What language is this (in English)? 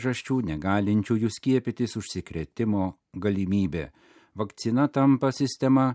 Lithuanian